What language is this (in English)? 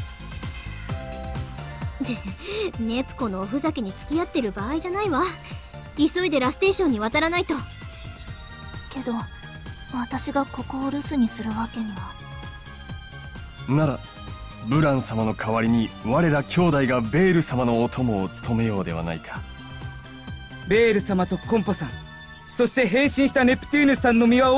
Japanese